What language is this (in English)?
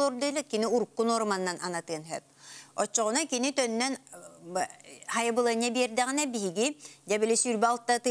Yakut